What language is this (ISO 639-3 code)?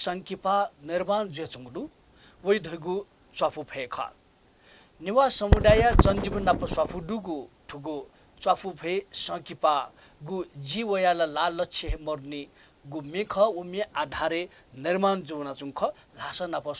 new